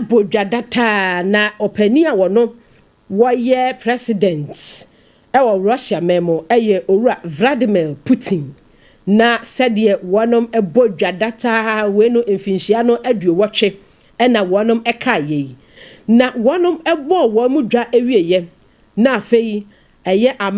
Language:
Akan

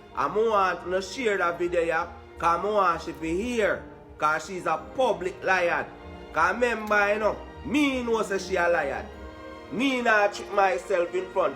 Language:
Jamaican Creole English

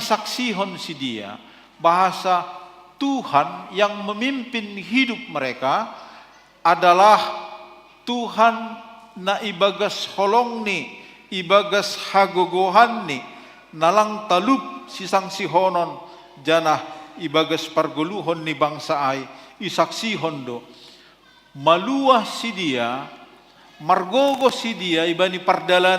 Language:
Batak Simalungun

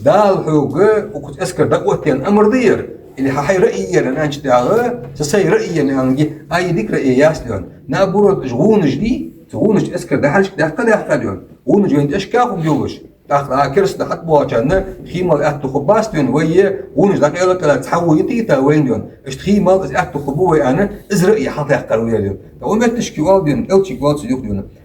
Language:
Ingush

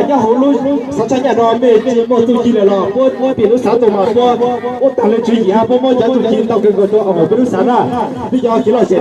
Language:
Hmong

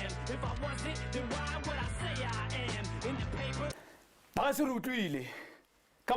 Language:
Tswana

